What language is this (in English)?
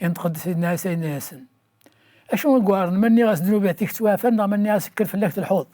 Kabyle